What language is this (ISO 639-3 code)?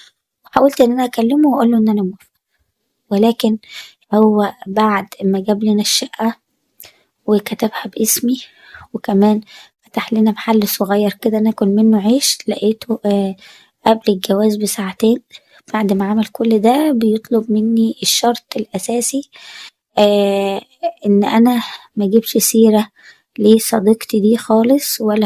arz